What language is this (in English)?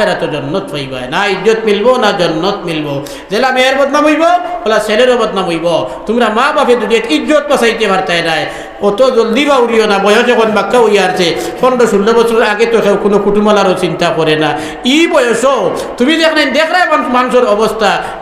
Sylheti